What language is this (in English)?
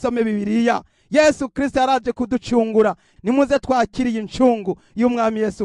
Rundi